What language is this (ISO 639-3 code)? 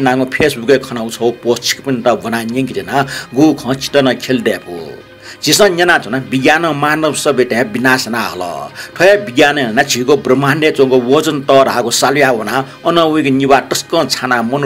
new